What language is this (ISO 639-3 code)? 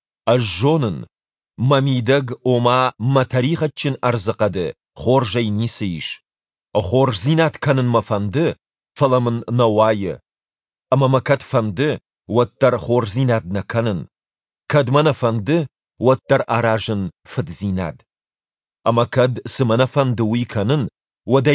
oss